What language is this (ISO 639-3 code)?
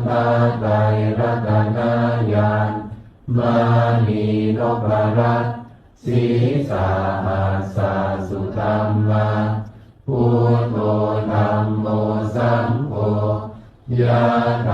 pli